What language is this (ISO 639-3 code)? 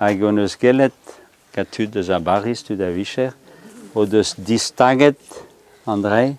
bre